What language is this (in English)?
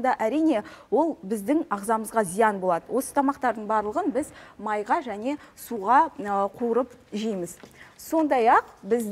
Kazakh